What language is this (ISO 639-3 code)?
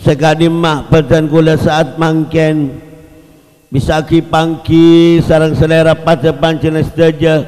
mad